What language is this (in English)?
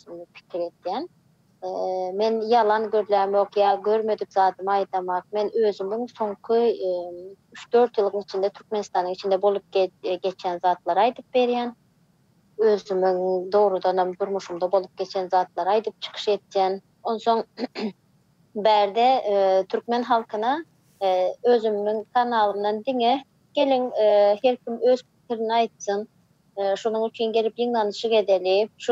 Turkmen